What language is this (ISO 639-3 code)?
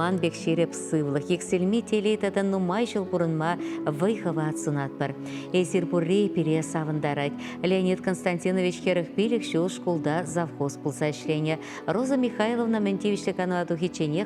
chv